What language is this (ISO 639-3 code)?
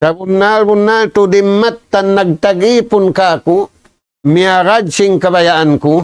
tsg